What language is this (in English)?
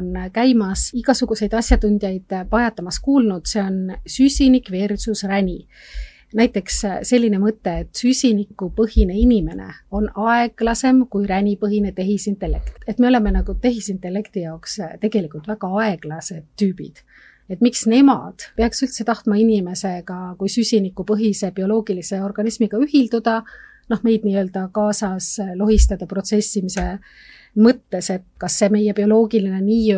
Estonian